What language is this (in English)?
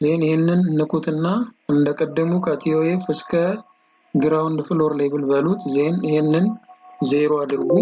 Amharic